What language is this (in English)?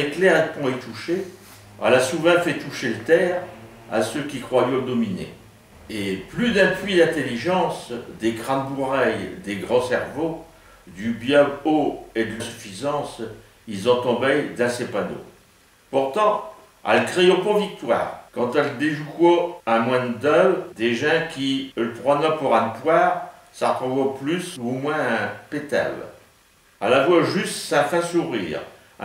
Picard